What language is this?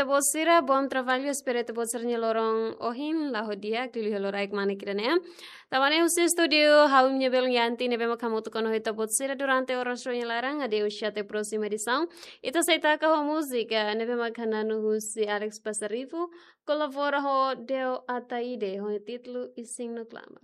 Tetum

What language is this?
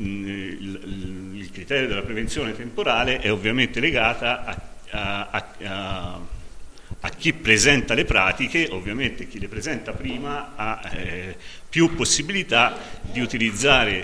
Italian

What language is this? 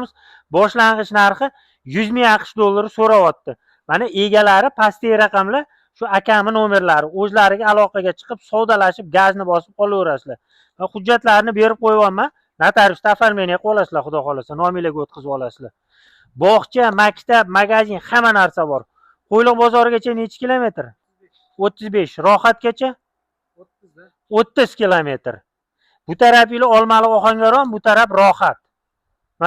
Uzbek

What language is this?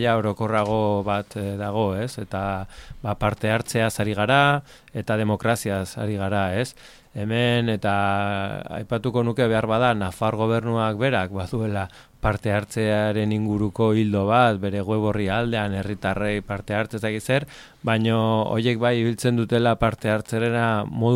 Basque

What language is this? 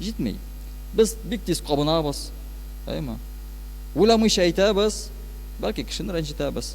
Tatar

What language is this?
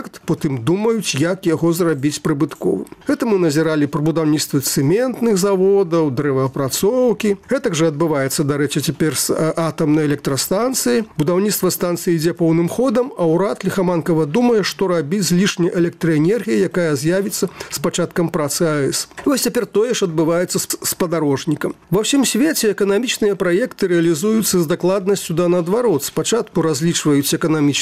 Belarusian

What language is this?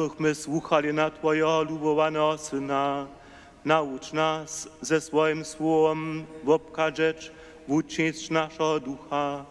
Upper Sorbian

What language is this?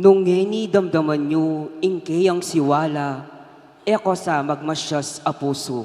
Pampanga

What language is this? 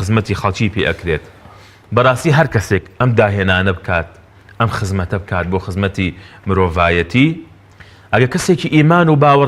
Central Kurdish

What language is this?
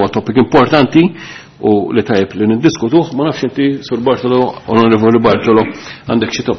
Maltese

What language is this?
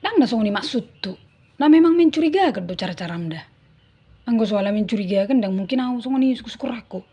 Batak Toba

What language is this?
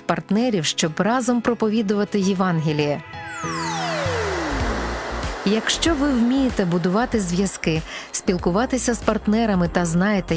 Ukrainian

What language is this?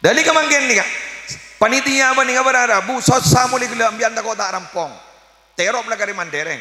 Madurese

